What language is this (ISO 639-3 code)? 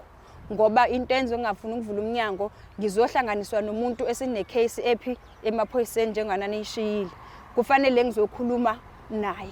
zul